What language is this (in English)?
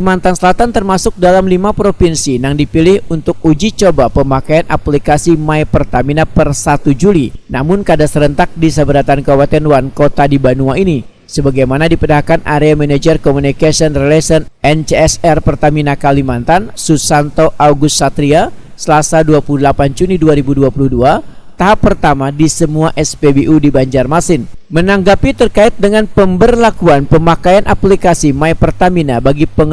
Banjar